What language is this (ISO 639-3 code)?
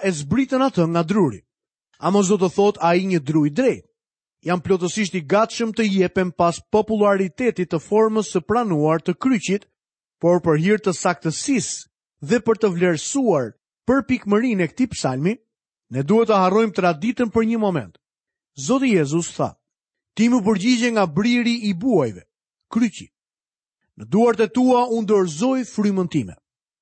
sqi